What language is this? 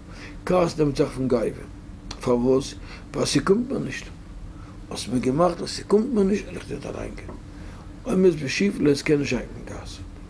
Yiddish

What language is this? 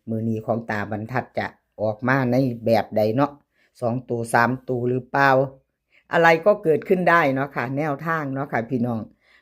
Northeastern Thai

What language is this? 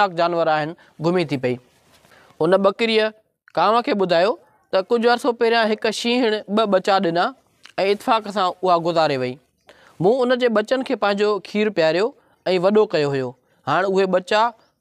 Sindhi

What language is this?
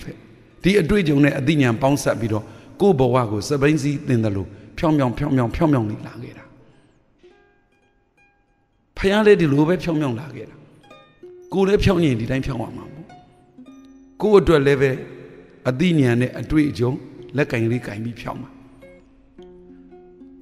Burmese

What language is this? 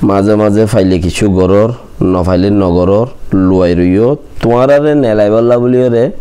Rohingya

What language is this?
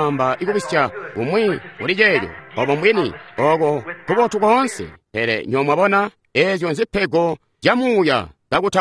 Tonga (Zambia)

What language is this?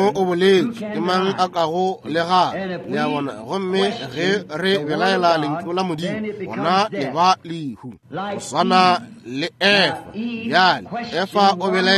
Northern Sotho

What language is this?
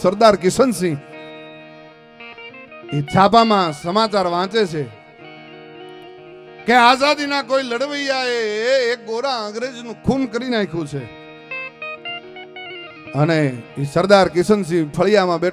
Gujarati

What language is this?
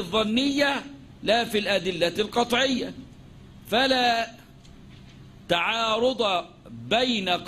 Arabic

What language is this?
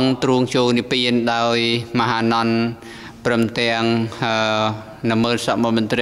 Khmer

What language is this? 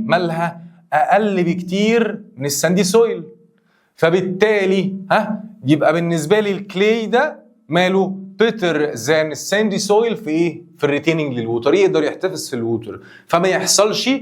Egyptian Arabic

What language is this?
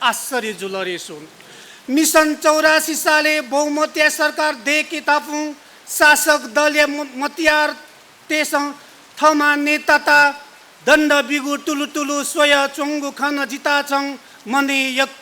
Newari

